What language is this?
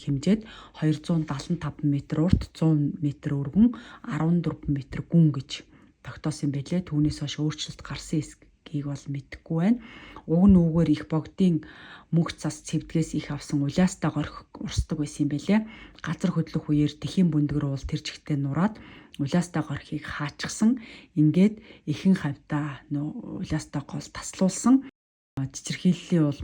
Mongolian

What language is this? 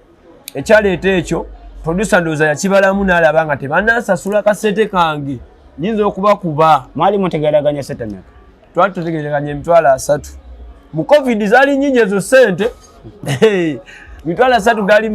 Ganda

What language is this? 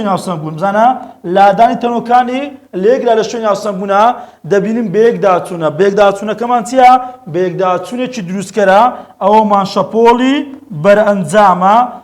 Central Kurdish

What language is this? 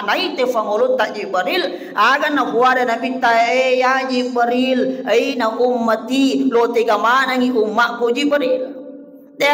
Buginese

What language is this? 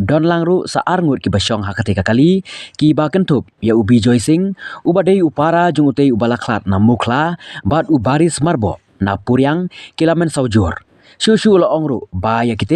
Khasi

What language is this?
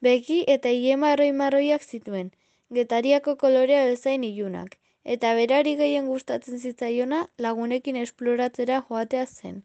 Basque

